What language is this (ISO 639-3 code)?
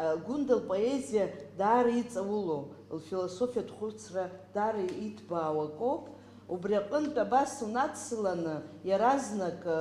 abk